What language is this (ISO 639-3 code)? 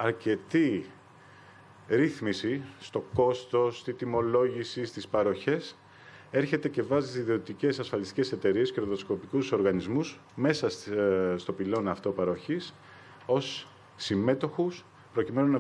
ell